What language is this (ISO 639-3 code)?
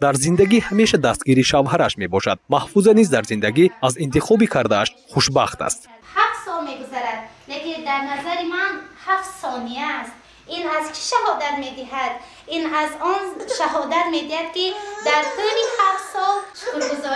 tgk